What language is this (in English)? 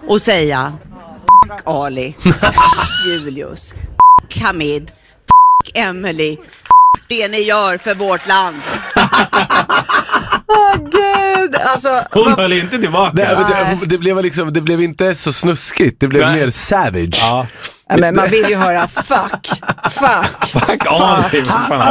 Swedish